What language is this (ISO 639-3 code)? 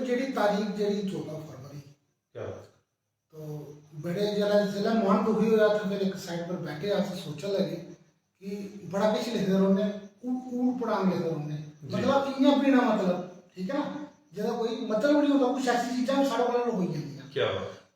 doi